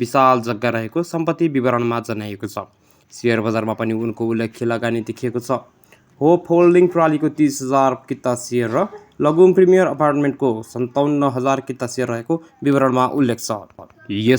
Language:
Nepali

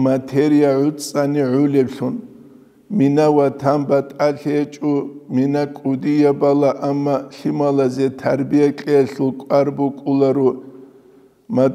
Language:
Avaric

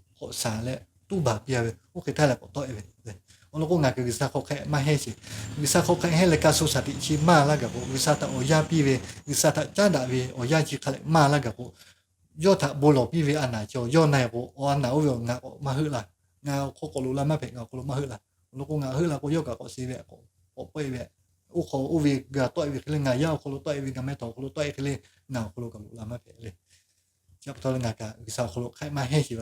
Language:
Lahu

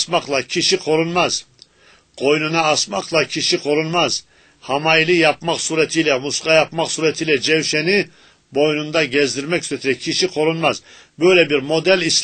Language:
Turkish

